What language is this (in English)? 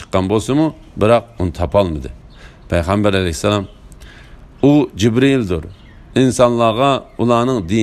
Uyghur